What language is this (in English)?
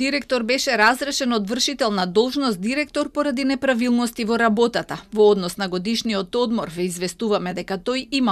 Macedonian